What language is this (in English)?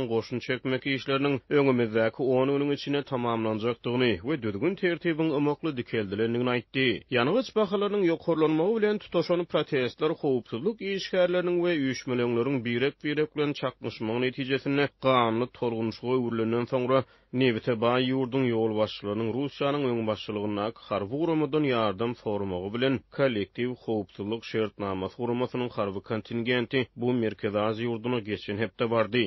Turkmen